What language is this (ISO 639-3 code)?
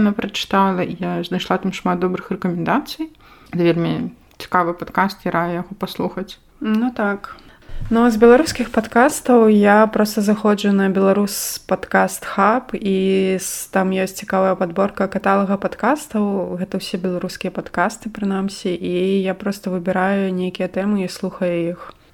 bel